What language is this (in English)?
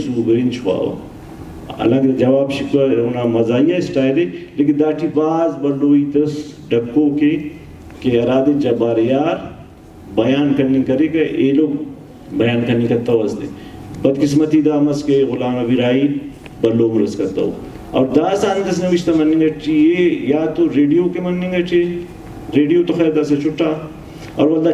Brahui